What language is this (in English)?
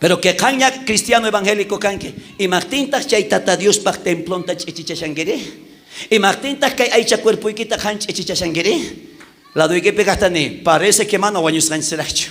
South Bolivian Quechua